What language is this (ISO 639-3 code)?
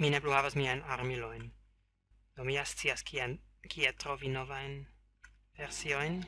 epo